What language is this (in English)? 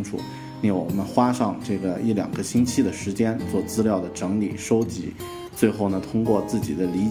Chinese